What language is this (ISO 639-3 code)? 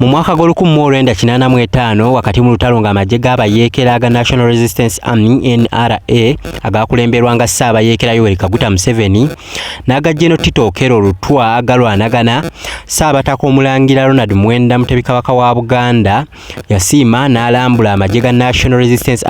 lug